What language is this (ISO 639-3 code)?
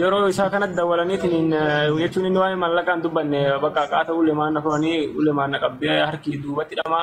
orm